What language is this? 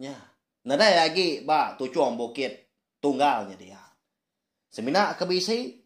Iban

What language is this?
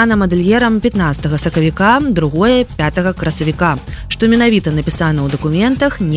Belarusian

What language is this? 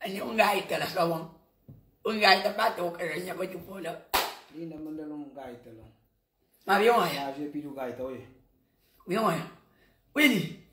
Kabuverdianu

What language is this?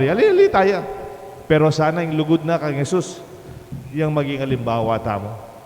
Pampanga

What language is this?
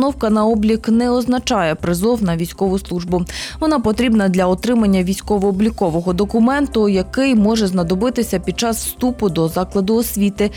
Ukrainian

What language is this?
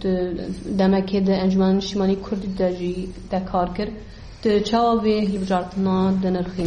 Kurdish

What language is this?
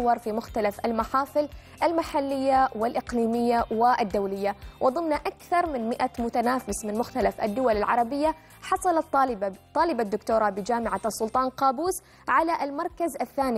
Arabic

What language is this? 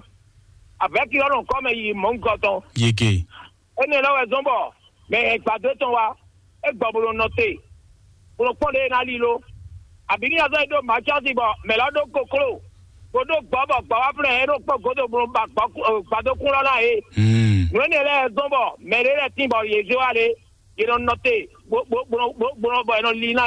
Fon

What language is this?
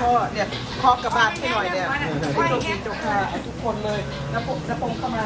Lao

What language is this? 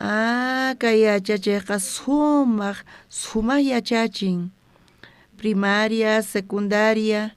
South Bolivian Quechua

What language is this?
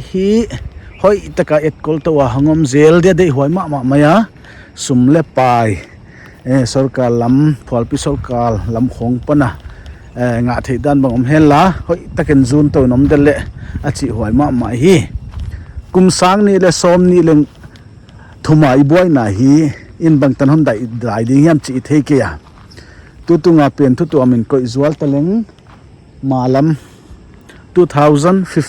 Paite Chin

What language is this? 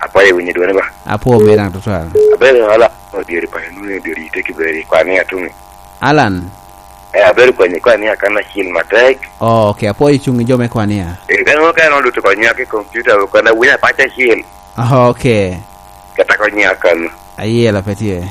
Lango (Uganda)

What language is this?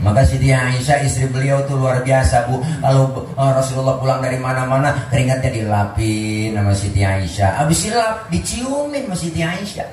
Betawi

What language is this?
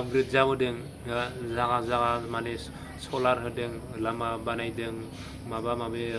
Bodo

